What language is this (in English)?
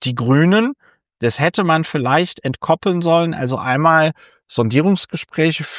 German